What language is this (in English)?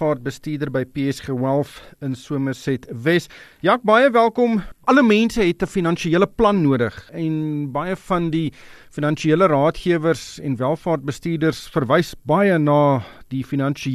Afrikaans